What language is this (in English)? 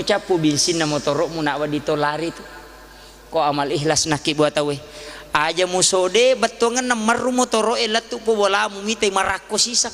Buginese